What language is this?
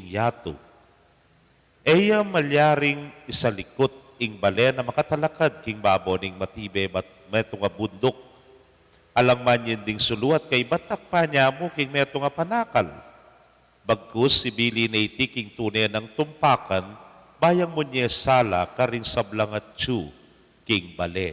Pampanga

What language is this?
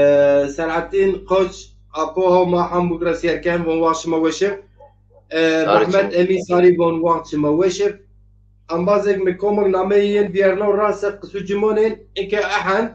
Zaza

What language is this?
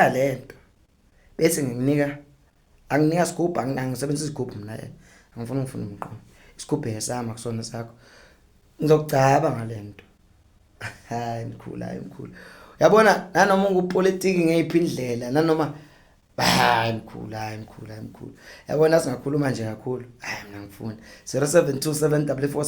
Zulu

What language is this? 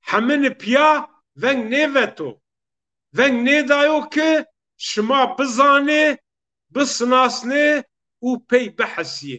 Zaza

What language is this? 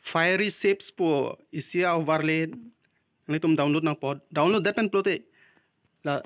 Karbi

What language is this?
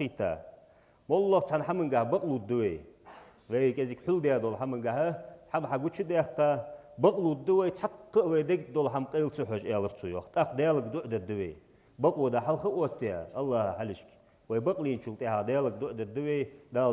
Ingush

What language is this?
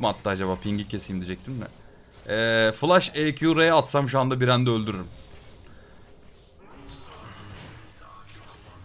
Turkish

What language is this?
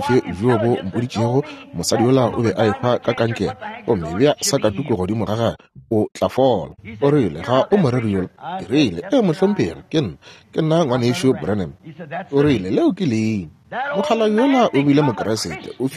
Northern Sotho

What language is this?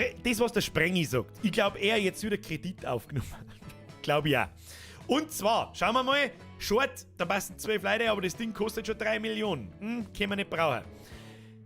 Bavarian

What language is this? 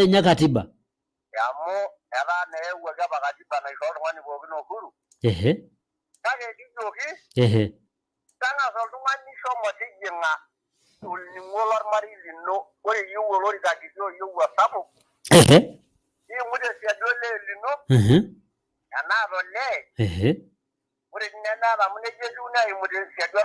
Masai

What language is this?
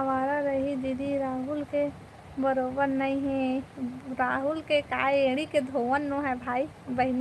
Chhattisgarhi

